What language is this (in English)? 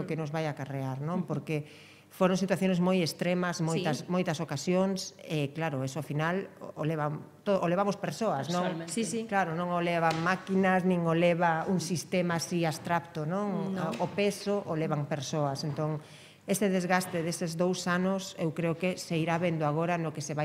Galician